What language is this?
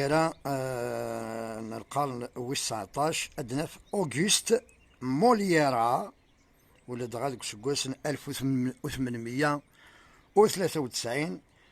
Kabyle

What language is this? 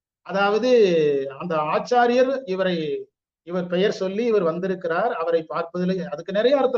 Tamil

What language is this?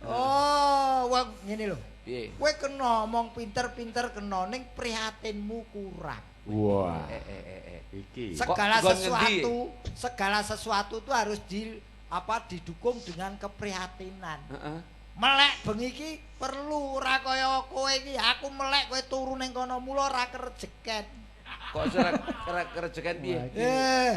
Javanese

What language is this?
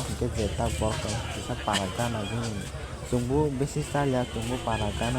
Kok Borok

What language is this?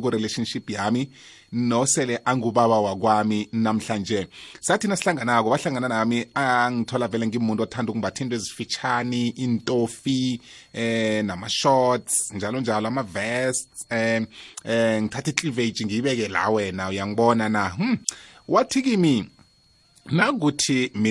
South Ndebele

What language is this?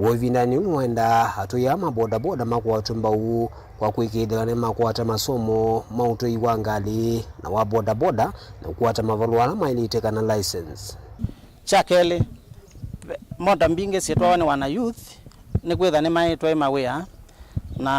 Kamba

